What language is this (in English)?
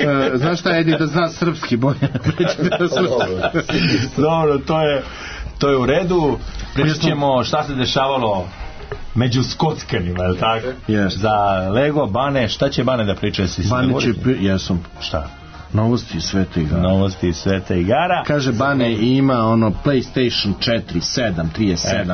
Serbian